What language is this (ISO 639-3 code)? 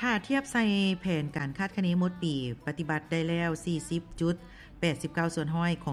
lao